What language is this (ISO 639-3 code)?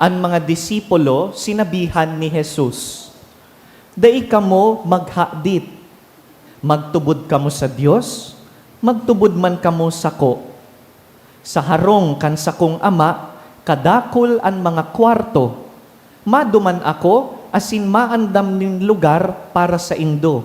bik